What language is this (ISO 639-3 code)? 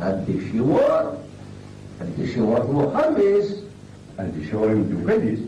kab